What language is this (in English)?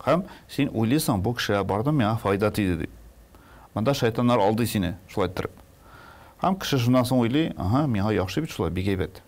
Tatar